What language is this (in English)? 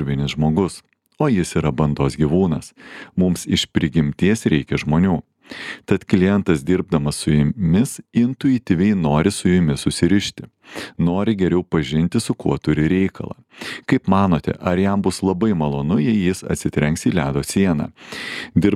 Lithuanian